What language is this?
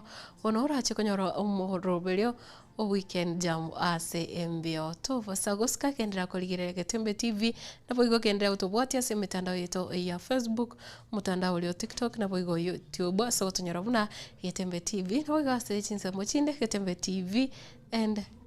Gusii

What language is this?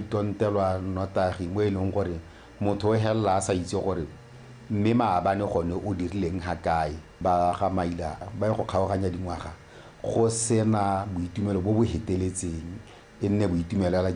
Tswana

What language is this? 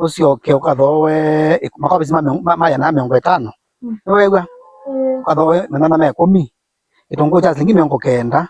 Kamba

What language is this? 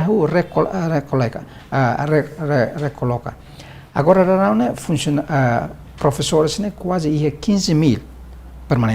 Tetum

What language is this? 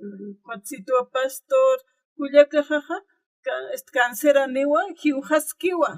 Aymara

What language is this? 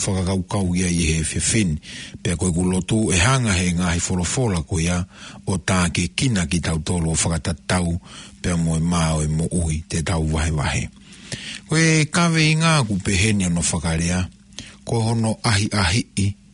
Tongan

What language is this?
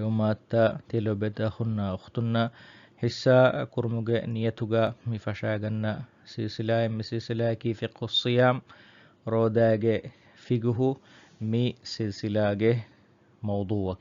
Divehi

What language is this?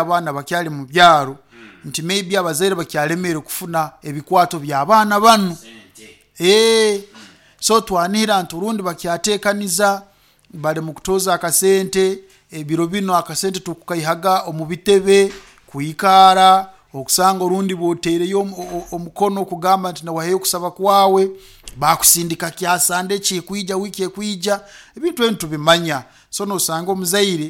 Nyoro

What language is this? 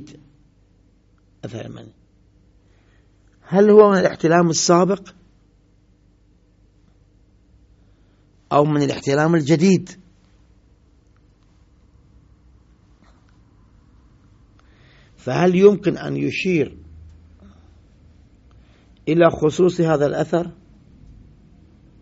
Arabic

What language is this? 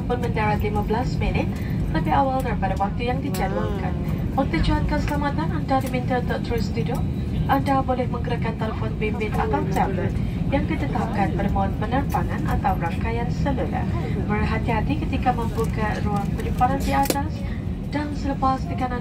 Malay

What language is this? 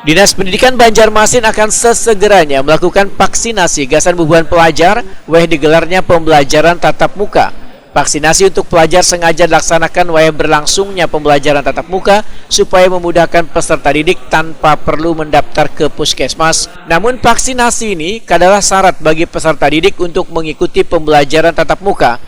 Banjar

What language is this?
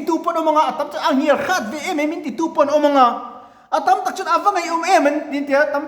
Mizo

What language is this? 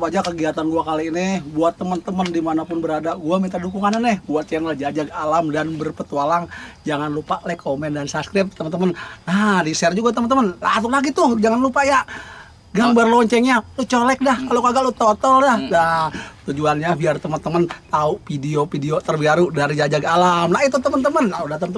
Betawi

